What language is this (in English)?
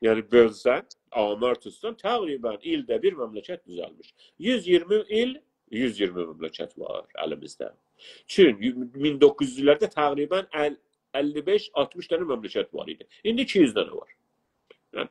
South Azerbaijani